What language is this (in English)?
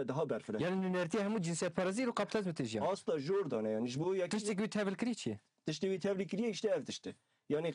Kurdish